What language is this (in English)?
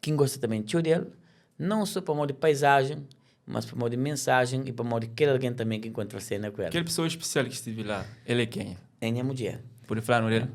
Kabuverdianu